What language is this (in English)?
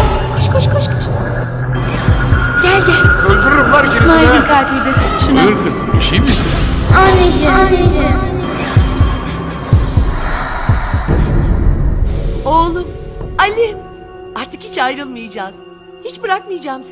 Turkish